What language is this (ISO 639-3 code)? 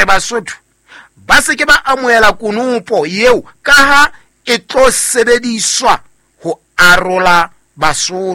sot